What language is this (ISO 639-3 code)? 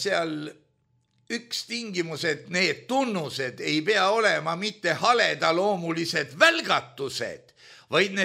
est